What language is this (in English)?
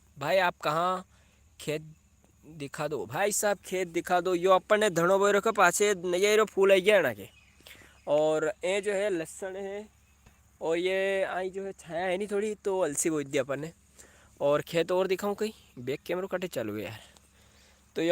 Rajasthani